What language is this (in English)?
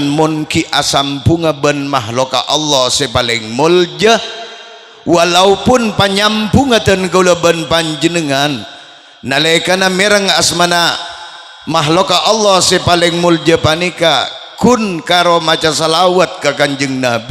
Madurese